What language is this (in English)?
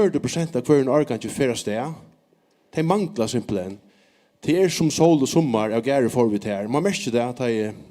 Faroese